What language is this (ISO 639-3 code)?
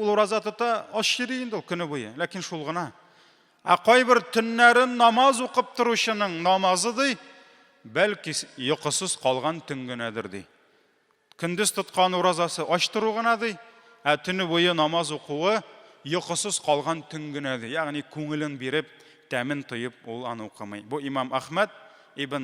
tat